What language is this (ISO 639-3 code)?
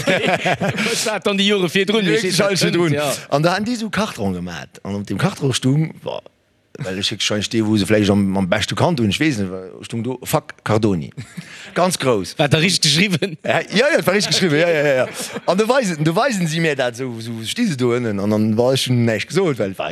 ltz